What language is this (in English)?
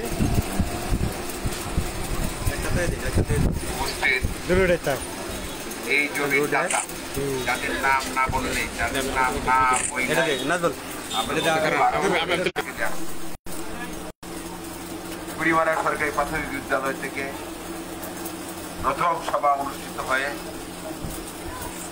Bangla